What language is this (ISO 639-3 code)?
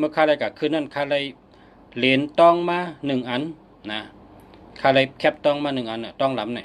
shn